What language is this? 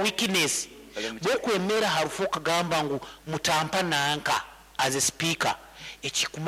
Nyankole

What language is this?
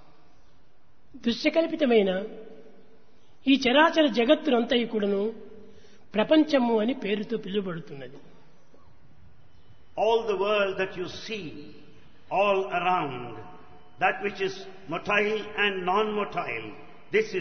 Telugu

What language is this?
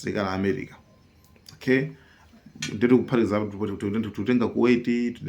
Nyanja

